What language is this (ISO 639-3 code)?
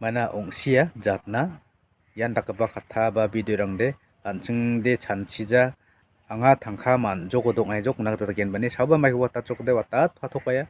grt